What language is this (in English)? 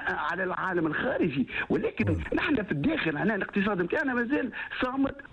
Tunisian Arabic